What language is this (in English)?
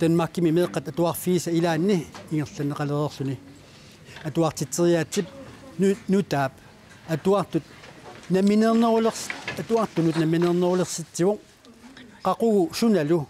Kalaallisut